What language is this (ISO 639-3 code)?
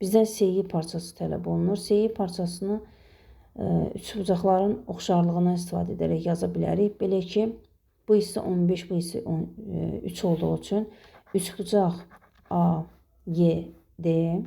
aze